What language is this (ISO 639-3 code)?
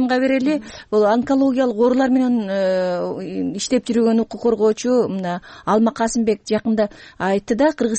kir